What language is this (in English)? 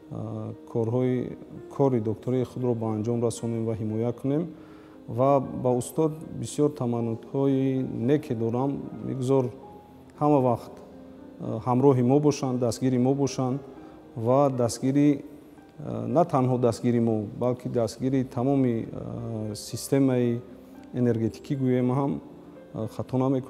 Tajik